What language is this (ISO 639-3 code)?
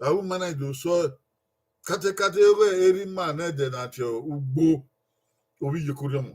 bin